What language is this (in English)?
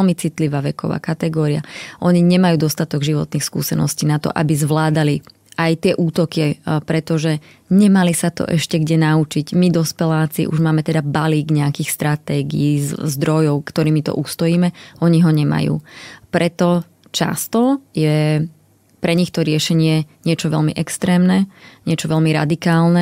Slovak